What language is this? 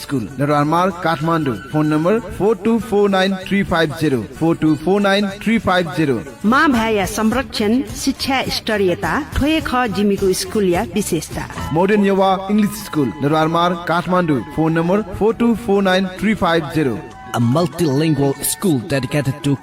Newari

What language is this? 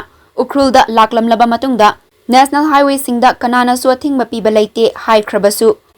Manipuri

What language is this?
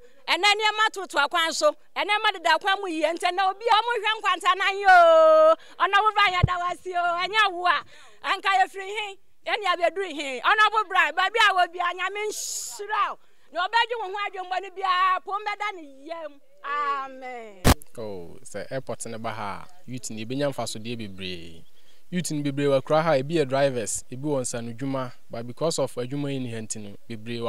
Akan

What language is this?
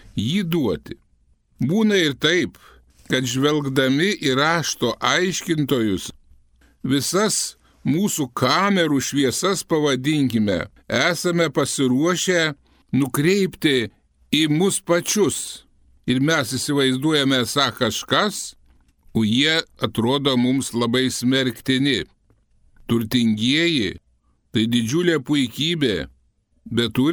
Lithuanian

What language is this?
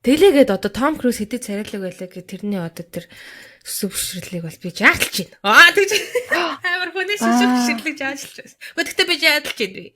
Mongolian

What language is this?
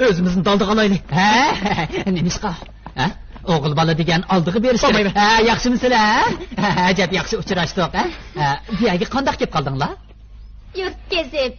Uyghur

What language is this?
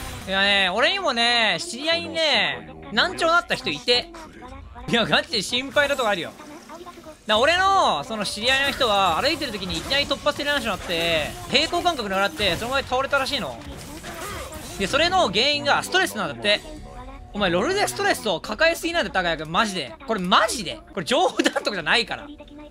Japanese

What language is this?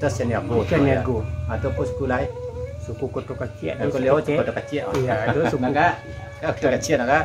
Minangkabau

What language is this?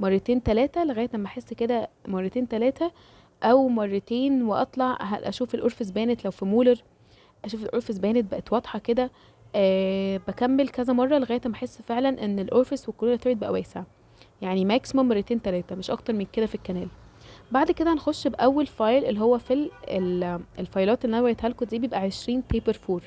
Egyptian Arabic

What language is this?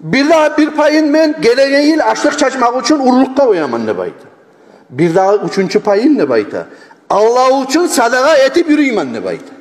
Kumyk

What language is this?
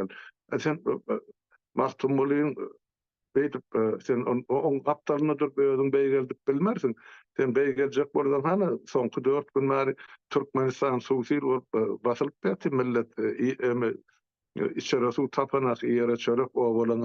Turkmen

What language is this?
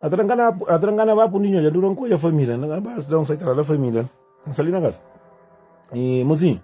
Kabuverdianu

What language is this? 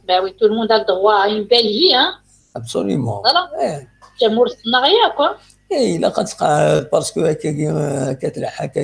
Kabyle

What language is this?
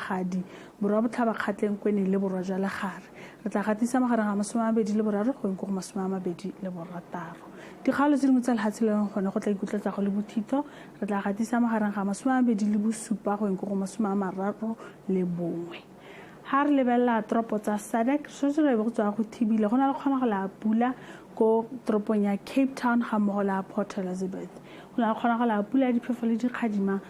Tswana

